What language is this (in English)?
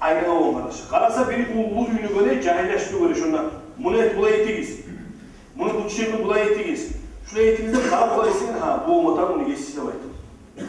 Kumyk